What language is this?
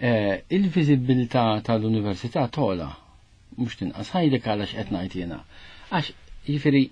Maltese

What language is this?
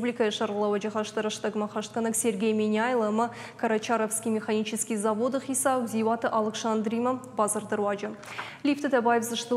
Ossetic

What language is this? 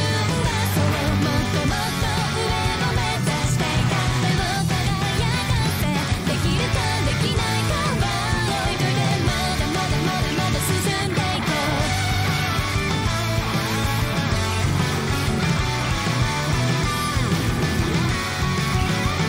Japanese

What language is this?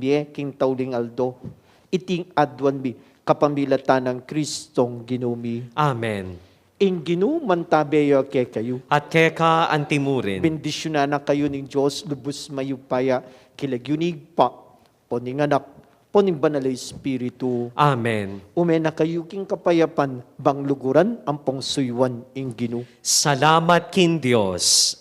Pampanga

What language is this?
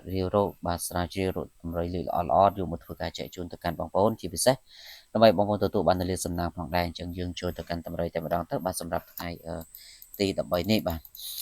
Khmer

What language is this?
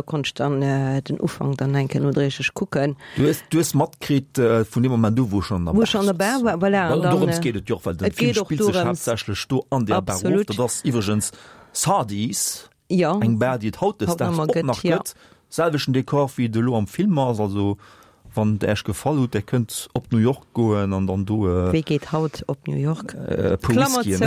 Luxembourgish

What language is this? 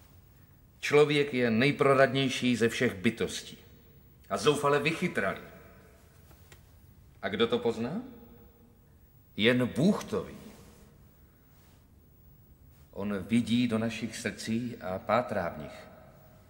Czech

